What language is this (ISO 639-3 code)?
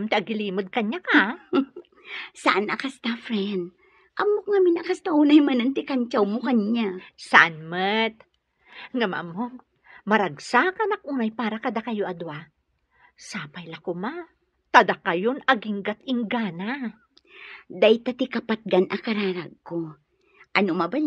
ilo